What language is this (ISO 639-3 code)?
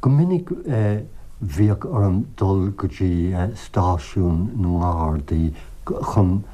gle